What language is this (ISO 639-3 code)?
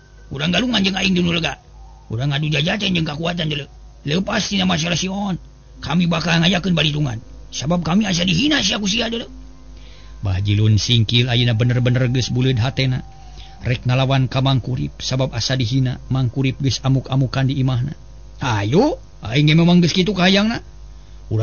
sun